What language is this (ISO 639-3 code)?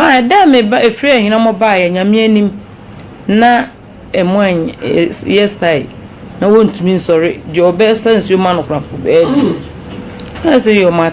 aka